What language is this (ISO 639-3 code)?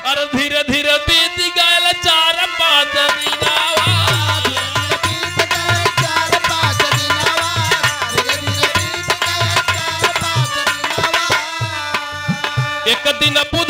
bho